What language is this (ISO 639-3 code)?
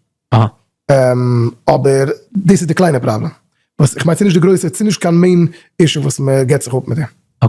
yid